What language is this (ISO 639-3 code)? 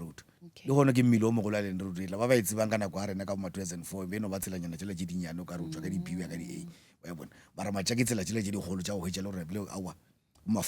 nso